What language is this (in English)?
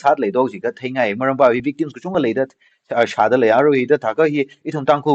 Tangkhul Naga (India)